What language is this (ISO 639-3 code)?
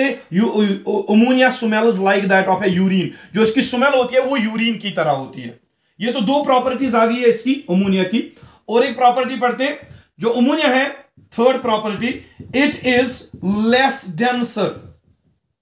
hin